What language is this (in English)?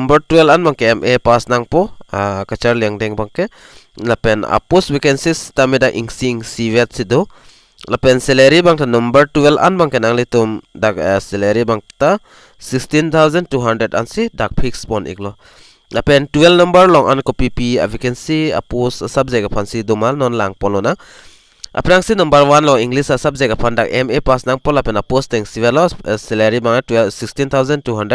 Karbi